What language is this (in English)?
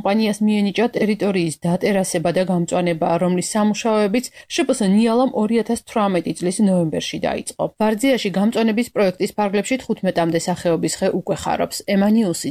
Georgian